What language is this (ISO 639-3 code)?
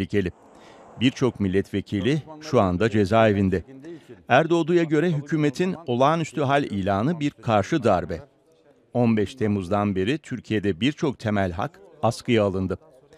tur